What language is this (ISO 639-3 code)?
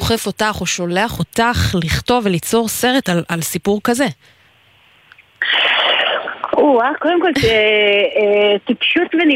heb